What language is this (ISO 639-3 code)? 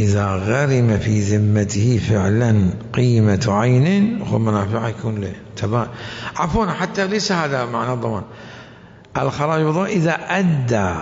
acm